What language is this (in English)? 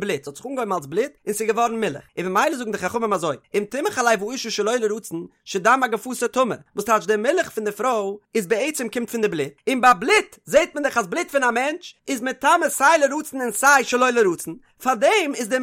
Yiddish